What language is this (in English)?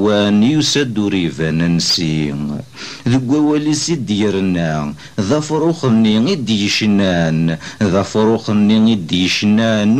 Kabyle